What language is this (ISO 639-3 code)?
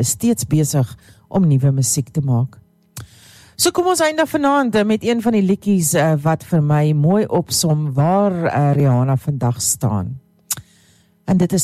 afr